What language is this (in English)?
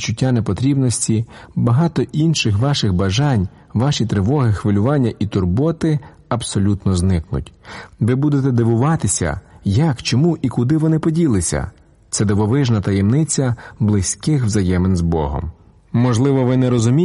Ukrainian